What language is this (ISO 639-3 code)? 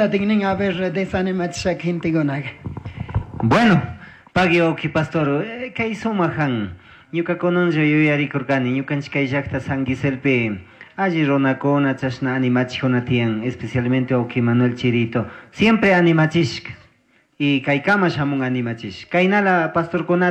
qug